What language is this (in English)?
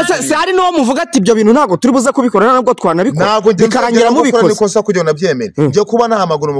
Kinyarwanda